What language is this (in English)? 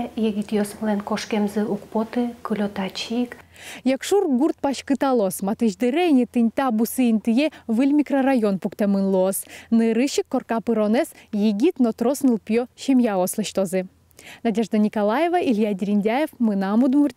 Udmurt